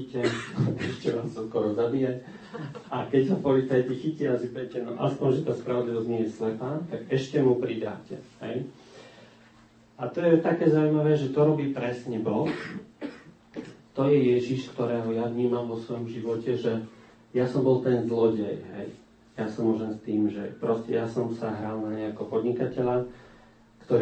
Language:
Slovak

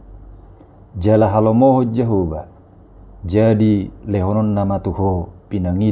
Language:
Batak Toba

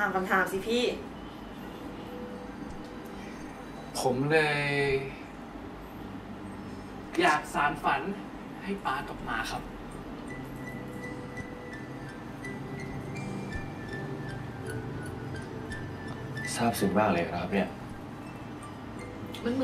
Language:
Thai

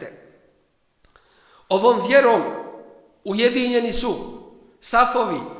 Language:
Bosnian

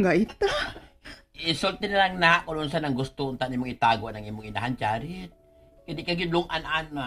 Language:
Cebuano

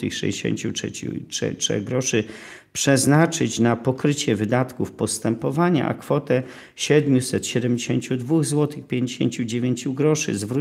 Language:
Polish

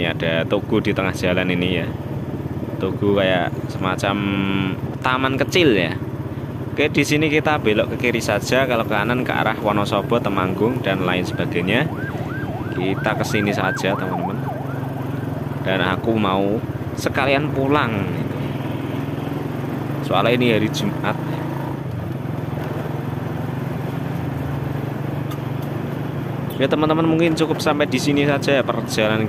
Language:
Indonesian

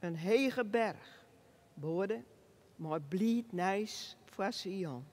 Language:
Western Frisian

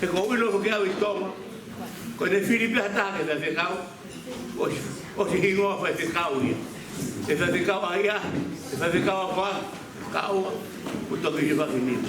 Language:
Tongan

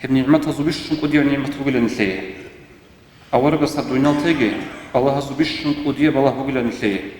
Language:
Avaric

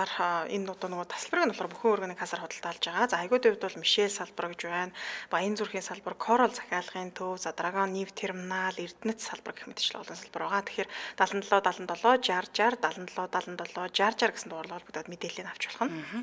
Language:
Mongolian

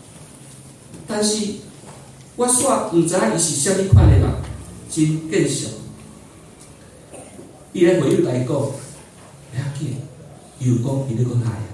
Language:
Min Nan Chinese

